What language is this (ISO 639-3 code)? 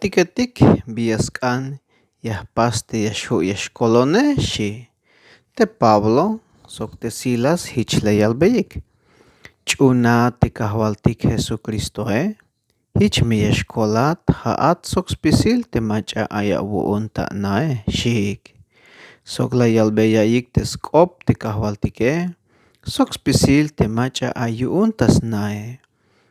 tzh